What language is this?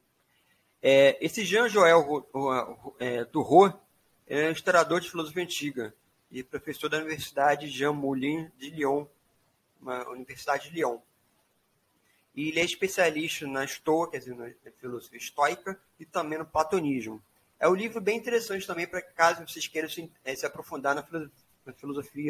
Portuguese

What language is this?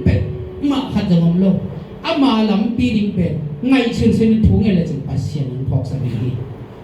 Tedim Chin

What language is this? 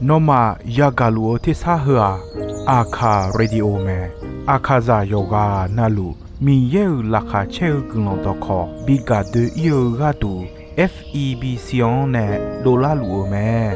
Akha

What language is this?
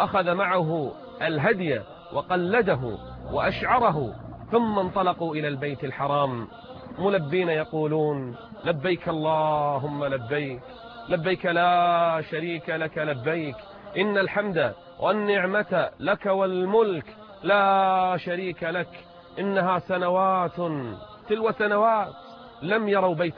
Arabic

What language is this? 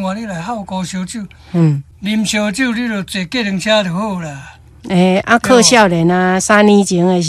Min Nan Chinese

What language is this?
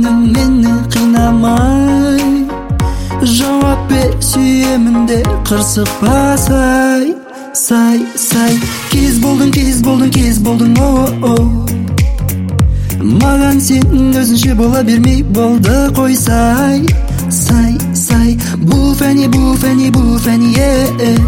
Kazakh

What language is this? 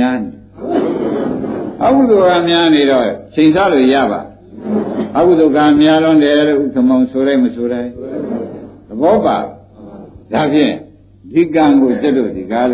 Burmese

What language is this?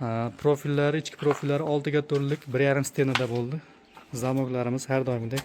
Uzbek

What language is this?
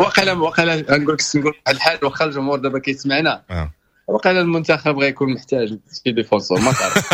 Moroccan Arabic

